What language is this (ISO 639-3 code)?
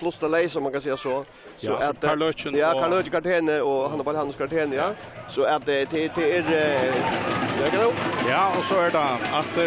fao